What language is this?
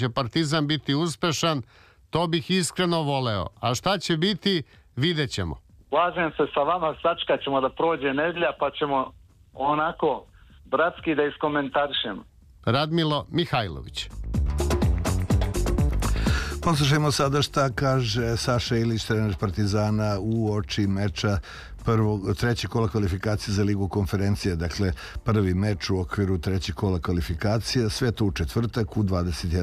Serbian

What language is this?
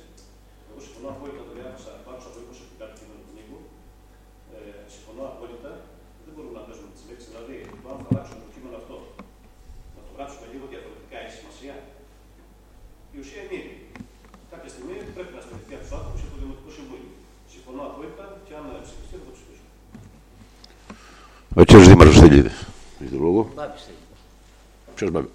Greek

